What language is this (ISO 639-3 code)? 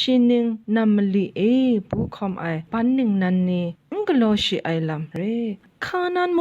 kac